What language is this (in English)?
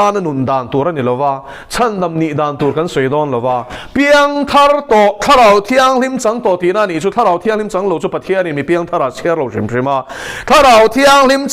Mizo